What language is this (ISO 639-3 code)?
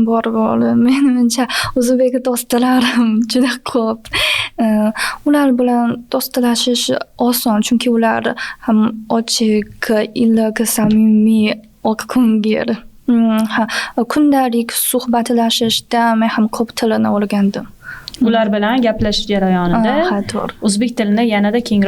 uzb